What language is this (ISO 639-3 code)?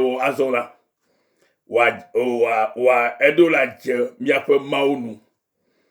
ewe